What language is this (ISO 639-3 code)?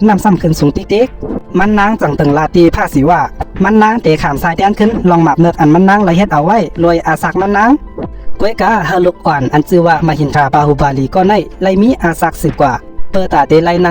shn